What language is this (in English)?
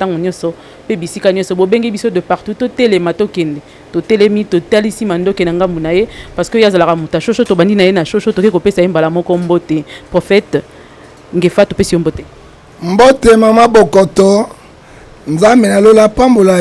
Lingala